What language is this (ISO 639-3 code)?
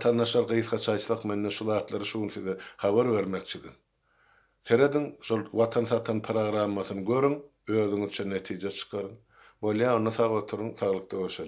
tuk